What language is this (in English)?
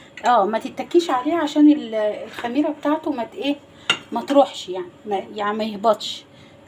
Egyptian Arabic